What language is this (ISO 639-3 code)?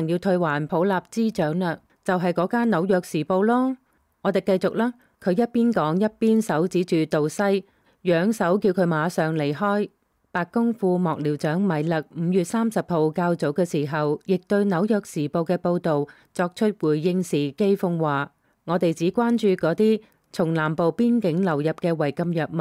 yue